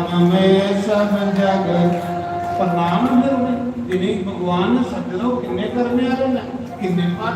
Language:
Dogri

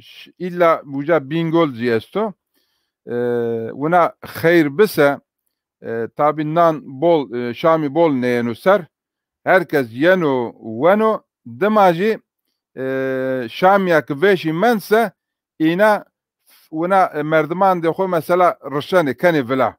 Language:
Zaza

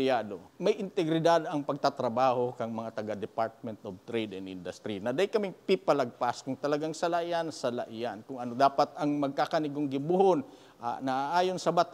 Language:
Bikol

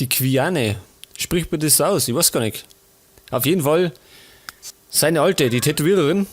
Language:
Bavarian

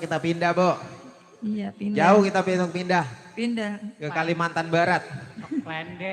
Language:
Betawi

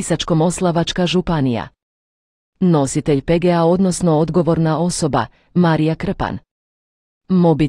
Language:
Croatian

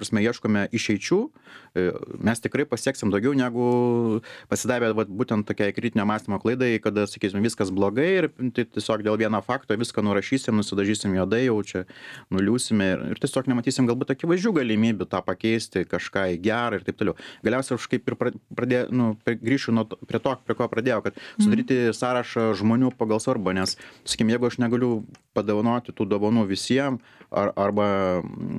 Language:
Lithuanian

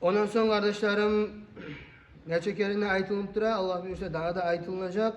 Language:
Kumyk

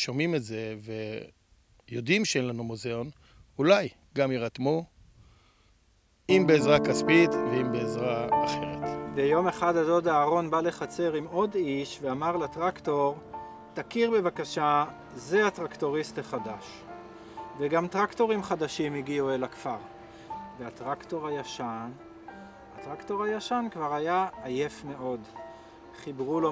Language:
Hebrew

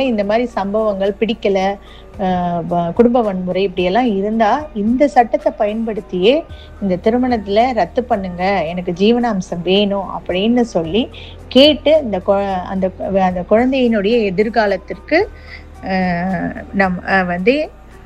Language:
Tamil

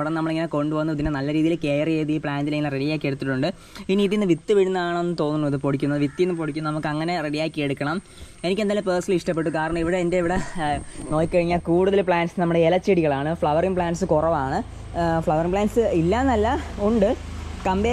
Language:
Malayalam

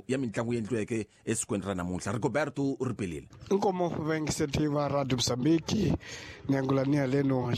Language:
Tsonga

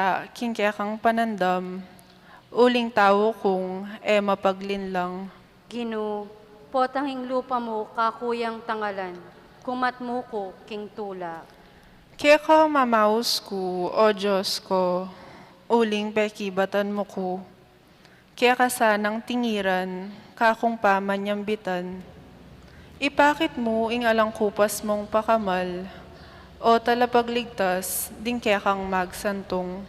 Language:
Pampanga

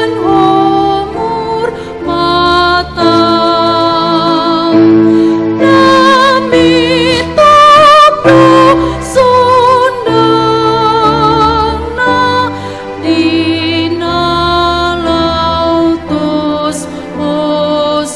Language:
Batak Toba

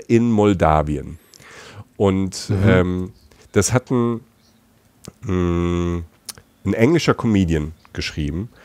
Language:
German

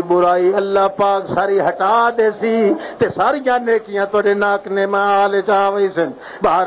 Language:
Western Panjabi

